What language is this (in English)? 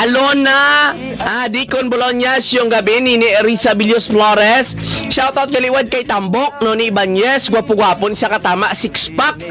Hiligaynon